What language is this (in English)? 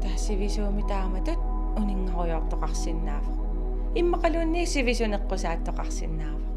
Kalaallisut